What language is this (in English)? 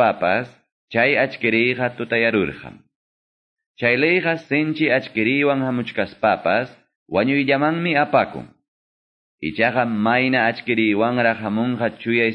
Quechua